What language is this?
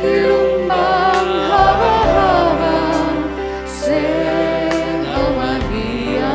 Batak Simalungun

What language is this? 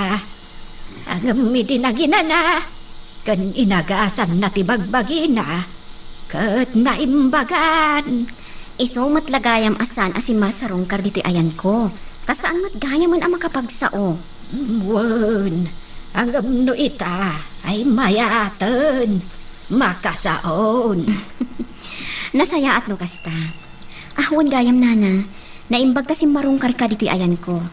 Iloko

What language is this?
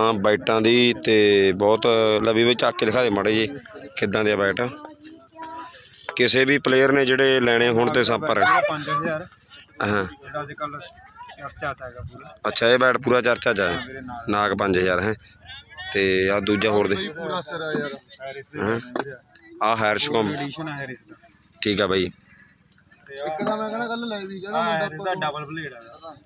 Punjabi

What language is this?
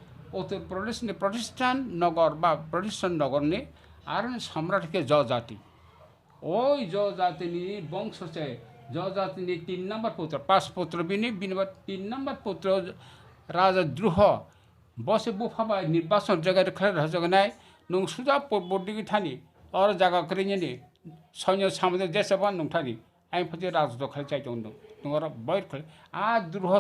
Kok Borok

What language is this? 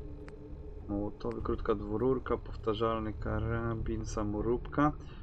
Polish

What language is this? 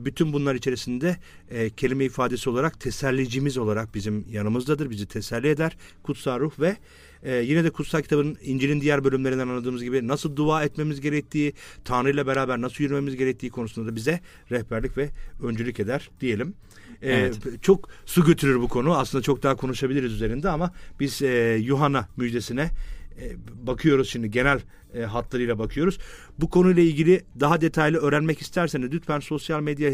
Turkish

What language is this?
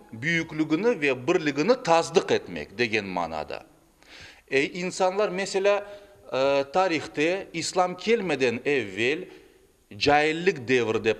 Crimean Tatar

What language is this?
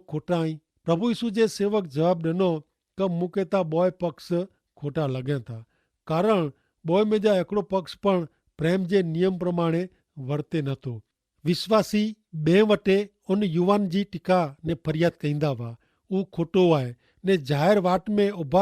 Kachhi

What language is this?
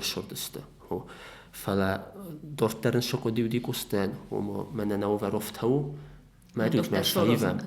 Ossetic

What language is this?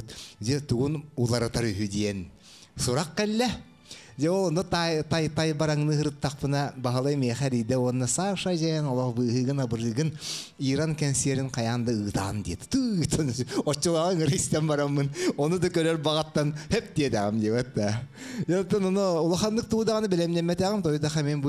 Yakut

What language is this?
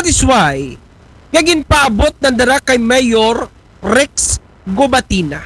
Aklanon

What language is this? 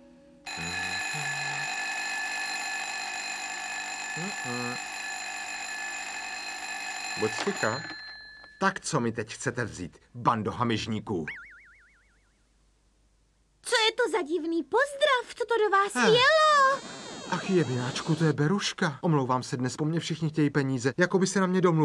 Czech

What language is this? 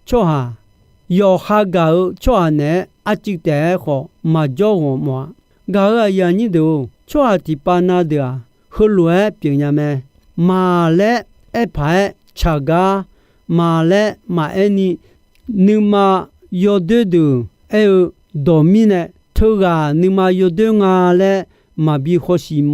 Akha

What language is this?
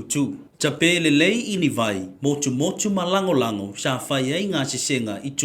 Samoan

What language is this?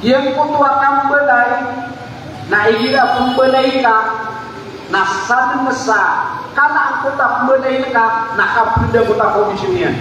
Maranao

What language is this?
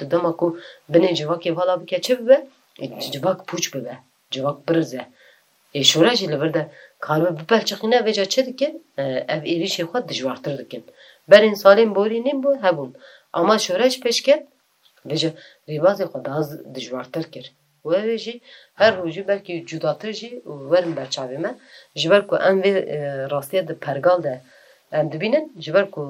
Kurdish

